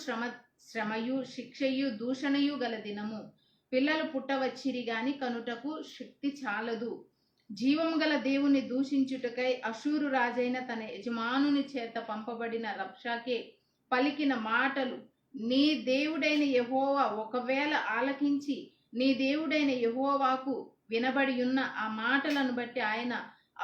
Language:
Koya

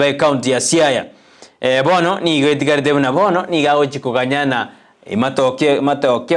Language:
Gusii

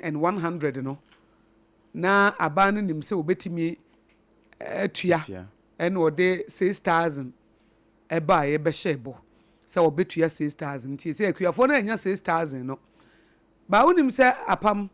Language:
Akan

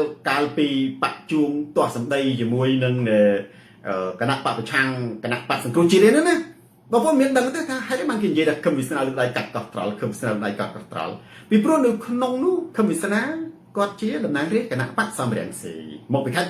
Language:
Khmer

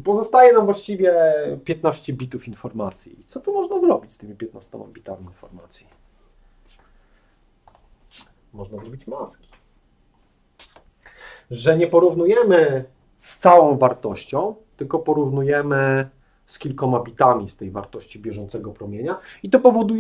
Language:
Polish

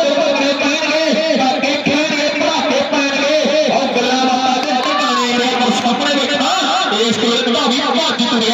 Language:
Punjabi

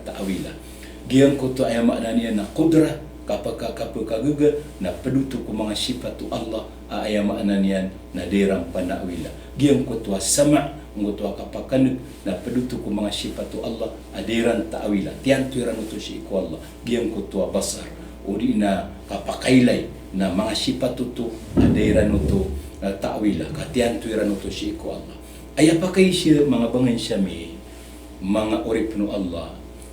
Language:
Maranao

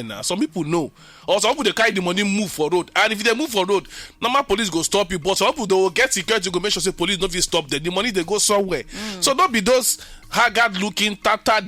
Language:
Nigerian Pidgin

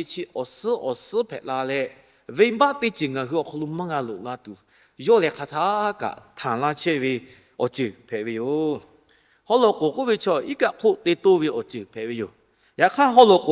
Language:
Lahu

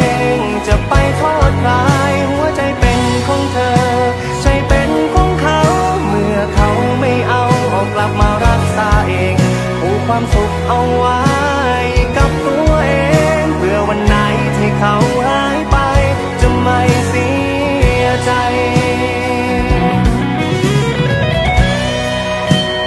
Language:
Thai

